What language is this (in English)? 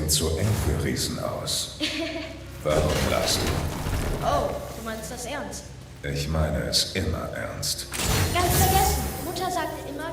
Bavarian